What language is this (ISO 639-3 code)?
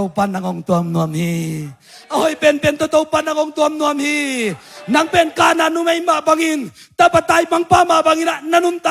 ctd